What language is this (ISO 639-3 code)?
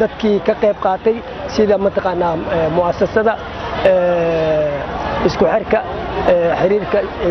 som